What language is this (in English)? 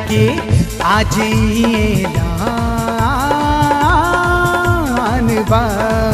Bhojpuri